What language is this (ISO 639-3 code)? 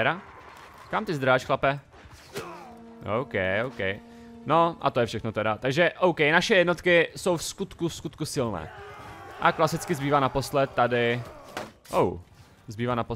ces